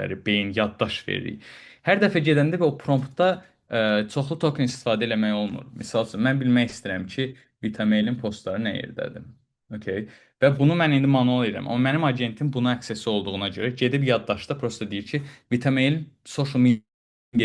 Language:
Azerbaijani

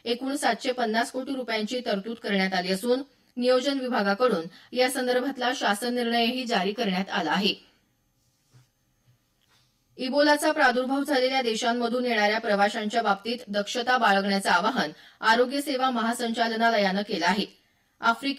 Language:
Marathi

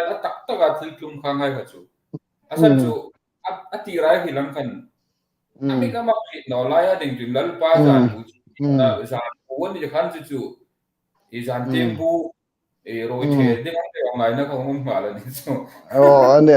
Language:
Hmar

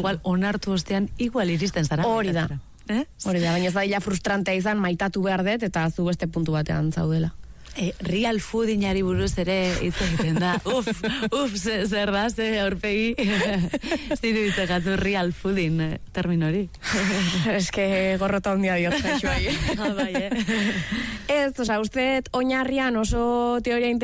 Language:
Basque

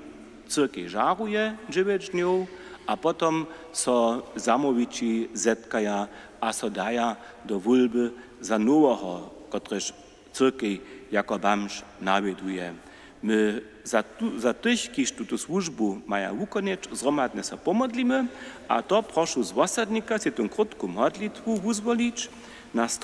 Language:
Upper Sorbian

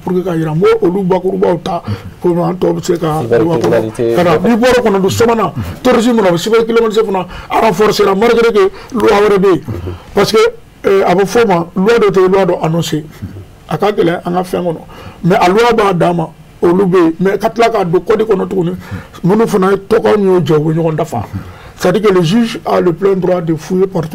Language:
Bambara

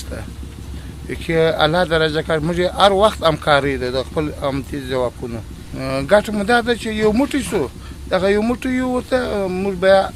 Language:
Pashto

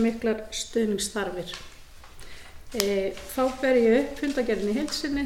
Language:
Icelandic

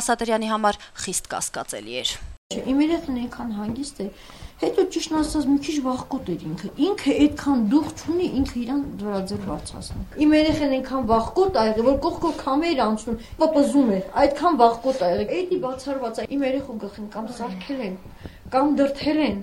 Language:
Armenian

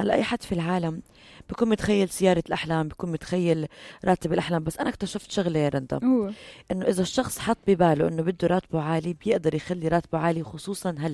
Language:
North Levantine Arabic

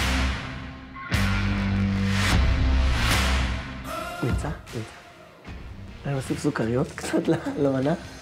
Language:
Hebrew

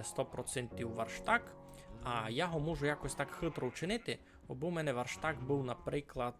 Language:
Rusyn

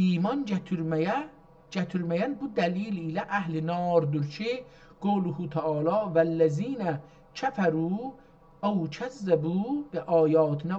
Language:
South Azerbaijani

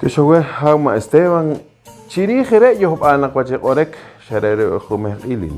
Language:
Poqomchi'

